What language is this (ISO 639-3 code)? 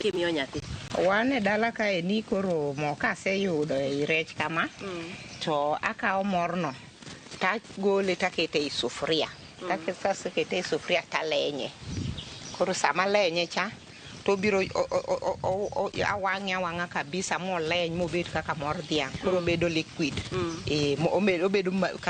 luo